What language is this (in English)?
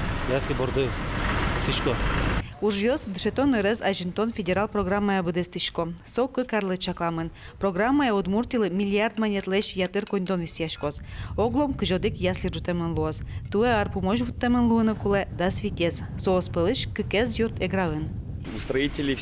Udmurt